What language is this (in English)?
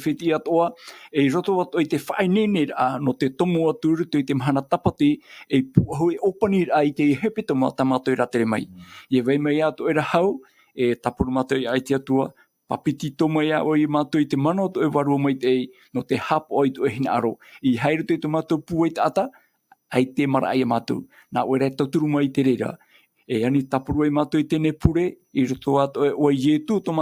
Tahitian